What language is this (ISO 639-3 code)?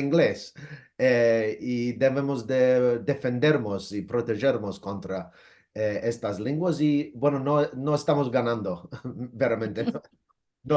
lad